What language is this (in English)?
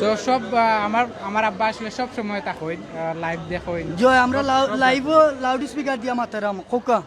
Sylheti